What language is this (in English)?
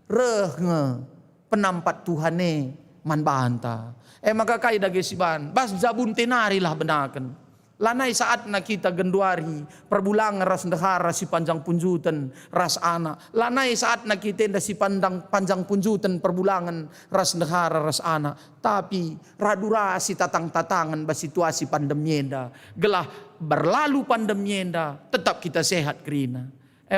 Batak Karo